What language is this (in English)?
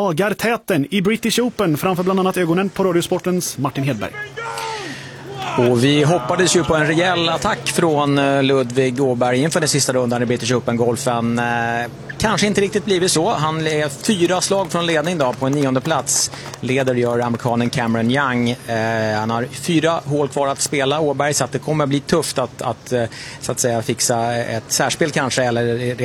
Swedish